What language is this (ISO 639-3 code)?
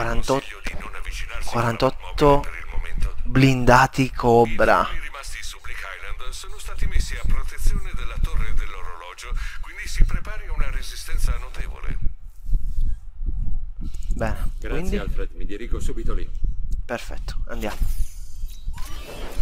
ita